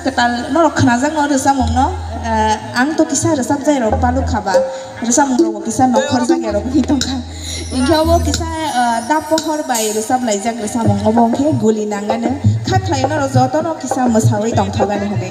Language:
Kok Borok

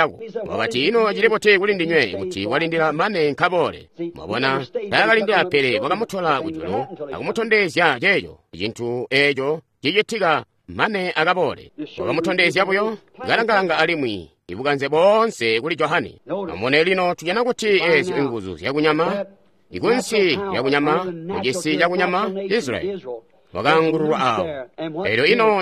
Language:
Tonga (Zambia)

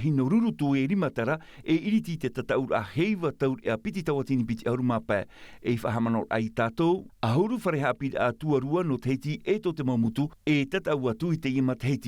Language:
Tahitian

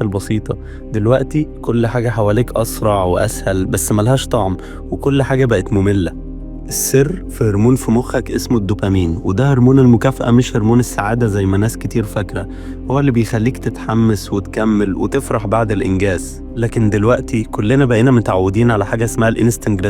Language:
Egyptian Arabic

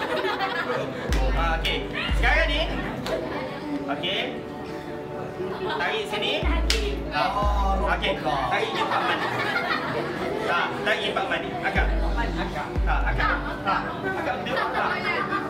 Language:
Malay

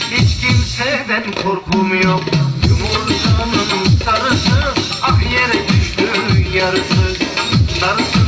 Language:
Turkish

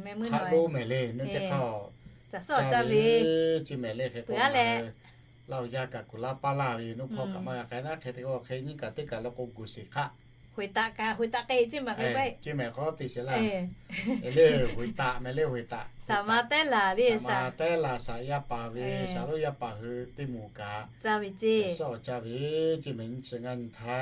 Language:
Lahu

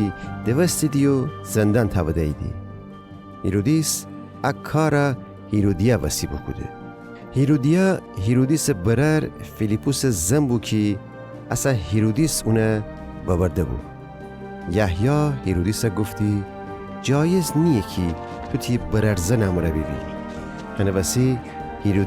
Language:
Gilaki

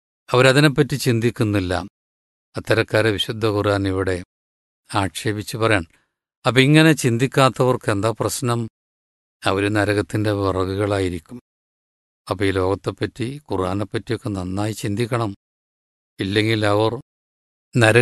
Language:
Malayalam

